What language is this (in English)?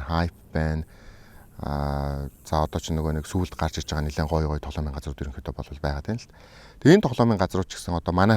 Mongolian